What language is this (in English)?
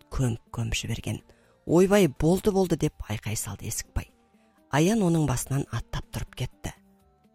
Kazakh